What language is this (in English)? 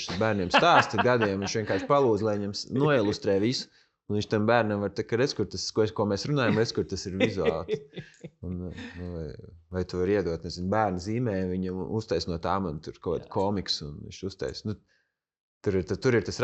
Latvian